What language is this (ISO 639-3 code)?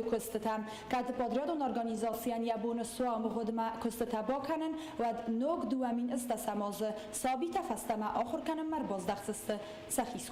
oss